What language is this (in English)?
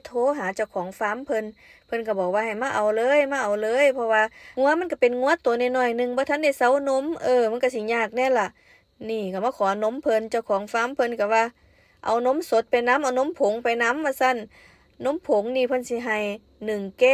Lao